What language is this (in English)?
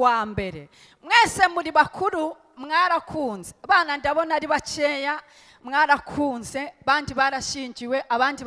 Kinyarwanda